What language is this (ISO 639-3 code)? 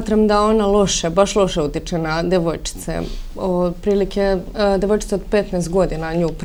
srp